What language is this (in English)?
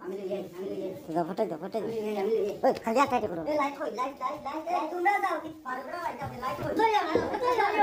Sylheti